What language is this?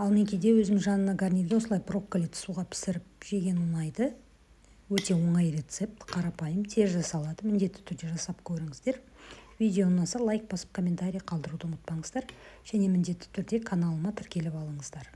Kazakh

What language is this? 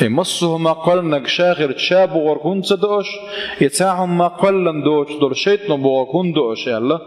Chechen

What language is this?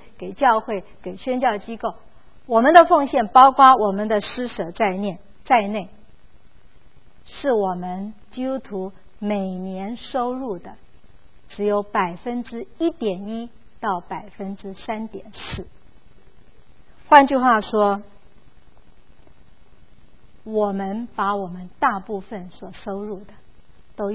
Chinese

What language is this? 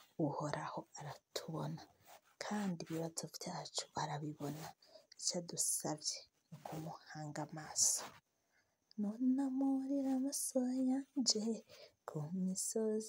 Rundi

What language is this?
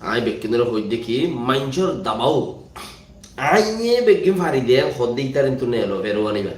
Rohingya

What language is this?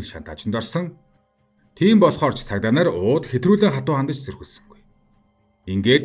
Mongolian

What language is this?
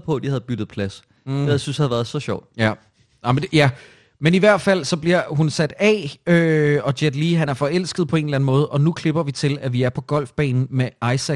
Danish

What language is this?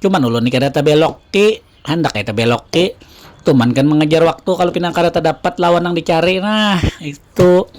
Banjar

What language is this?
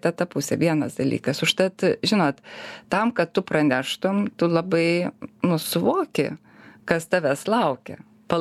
Lithuanian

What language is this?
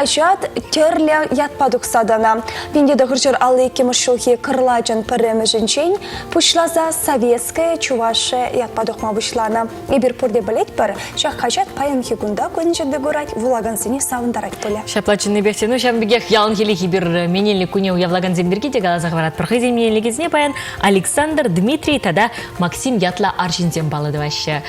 Chuvash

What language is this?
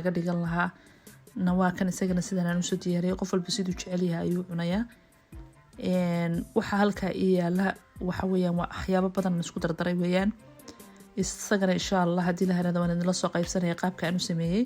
Somali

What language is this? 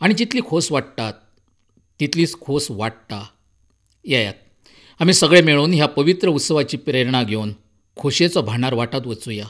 Konkani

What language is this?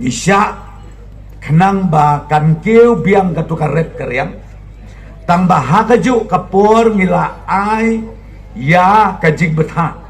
Khasi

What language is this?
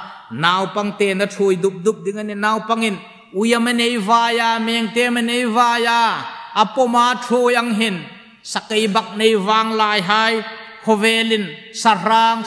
Hmar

